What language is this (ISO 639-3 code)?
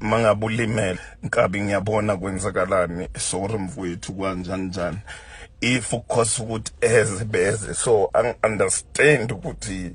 zul